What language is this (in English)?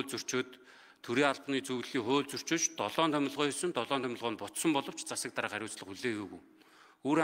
Mongolian